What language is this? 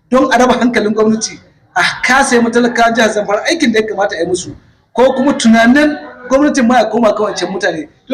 Hausa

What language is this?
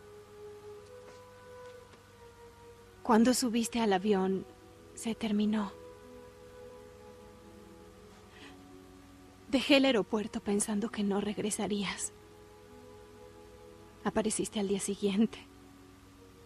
Spanish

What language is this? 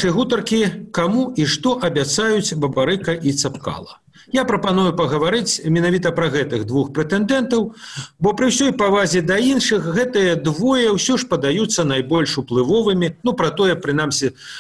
Belarusian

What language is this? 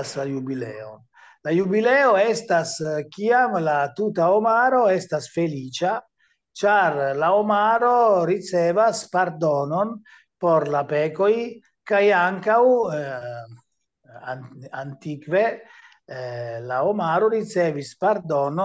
Esperanto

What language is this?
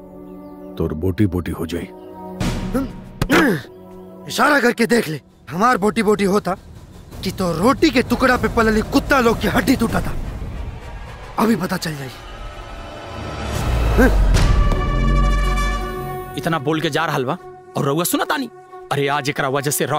Bhojpuri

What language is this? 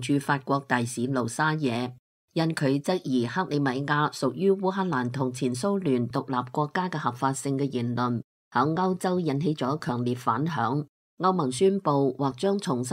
Cantonese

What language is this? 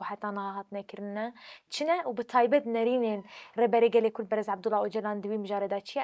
Kurdish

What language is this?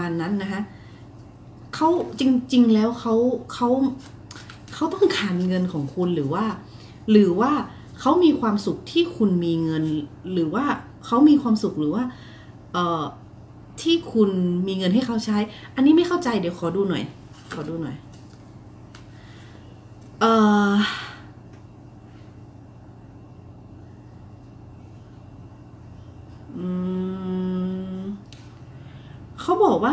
Thai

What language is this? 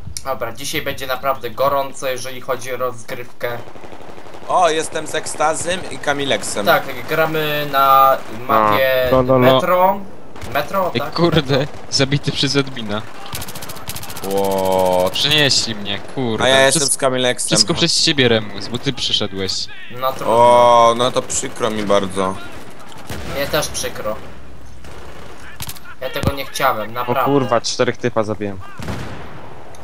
Polish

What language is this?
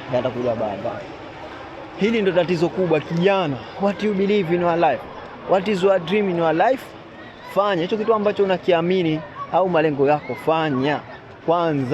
Swahili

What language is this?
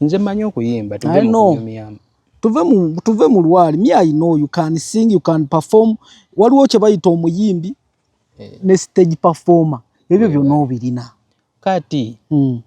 Ganda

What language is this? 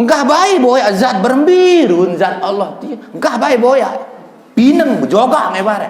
Sasak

